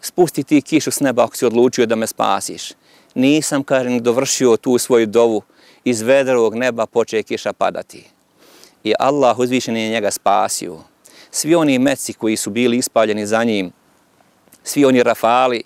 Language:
Bosnian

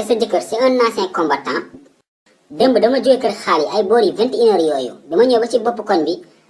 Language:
Wolof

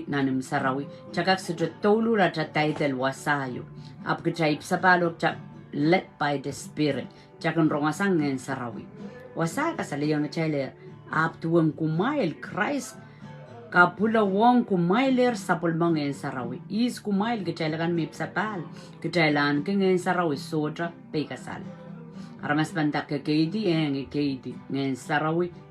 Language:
Pohnpeian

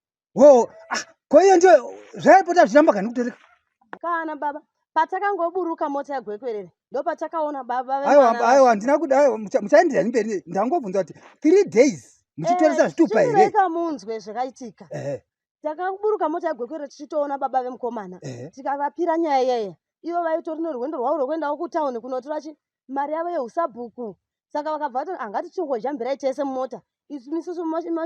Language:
Shona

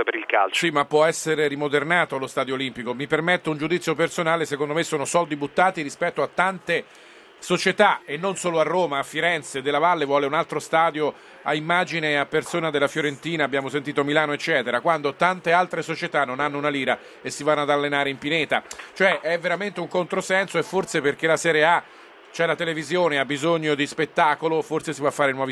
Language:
Italian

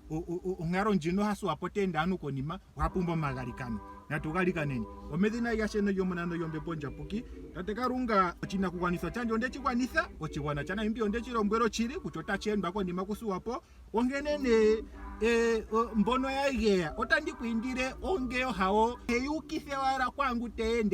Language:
Ndonga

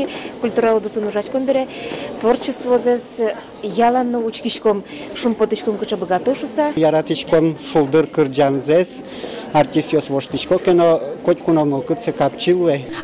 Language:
Udmurt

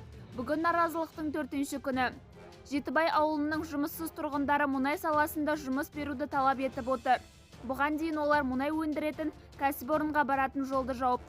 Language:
Kazakh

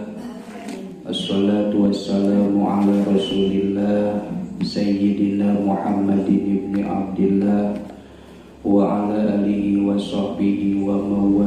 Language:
Sundanese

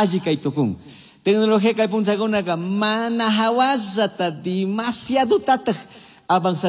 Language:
Chimborazo Highland Quichua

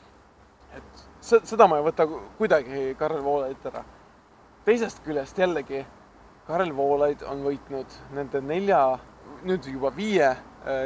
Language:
Estonian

